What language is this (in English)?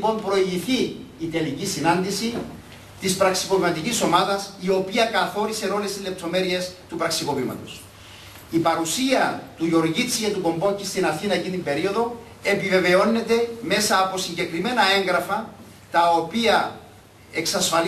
Greek